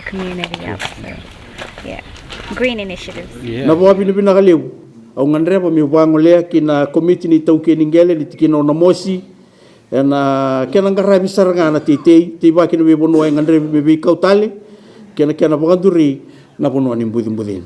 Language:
Fijian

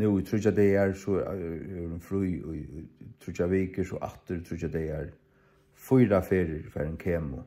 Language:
Faroese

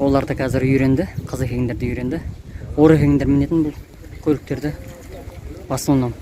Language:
Kazakh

